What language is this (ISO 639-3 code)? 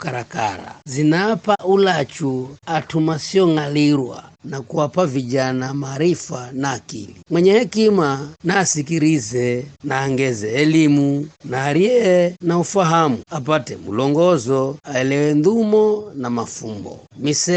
nyf